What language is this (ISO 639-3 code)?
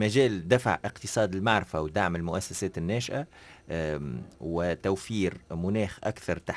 ara